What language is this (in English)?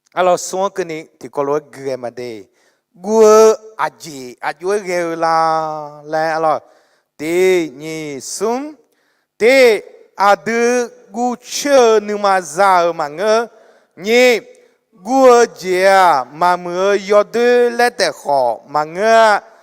Akha